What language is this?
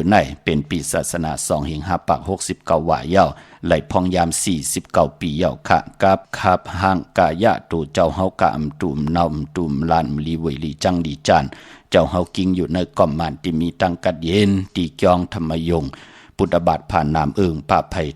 Shan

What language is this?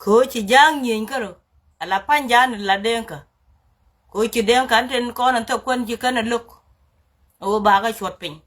Nuer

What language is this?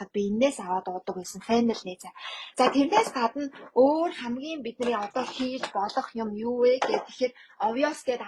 Mongolian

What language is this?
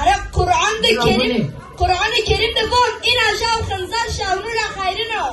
Zaza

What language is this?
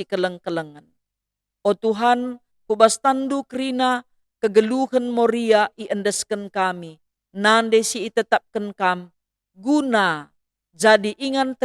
Batak Karo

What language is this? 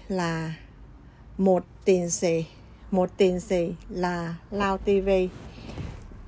Vietnamese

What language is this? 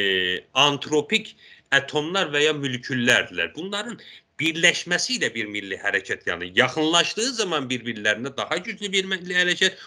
South Azerbaijani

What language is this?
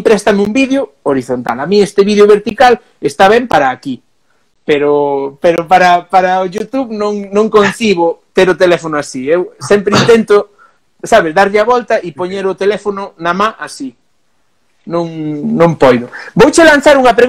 Galician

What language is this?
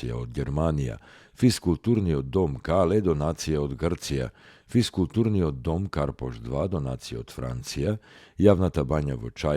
Macedonian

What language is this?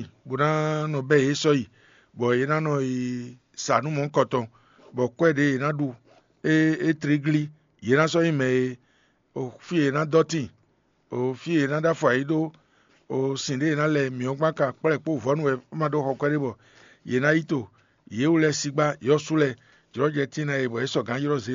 Fon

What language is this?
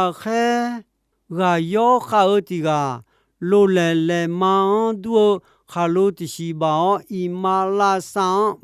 Akha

